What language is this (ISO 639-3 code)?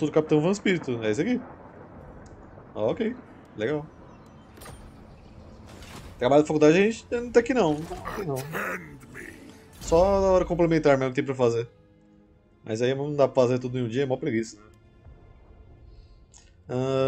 por